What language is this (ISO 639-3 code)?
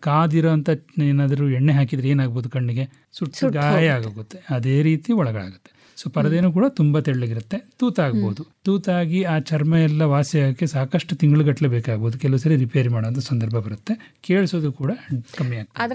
kan